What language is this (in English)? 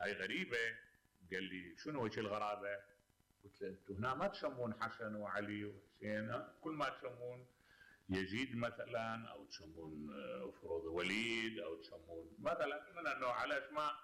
Mesopotamian Arabic